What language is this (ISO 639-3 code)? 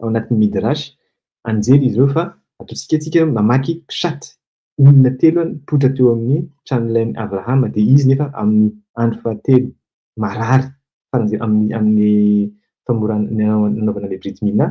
mlg